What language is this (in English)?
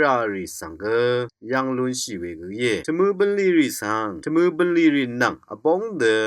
Rawang